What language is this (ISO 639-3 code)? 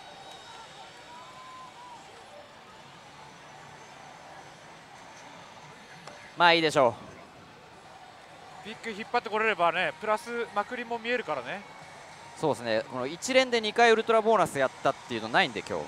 jpn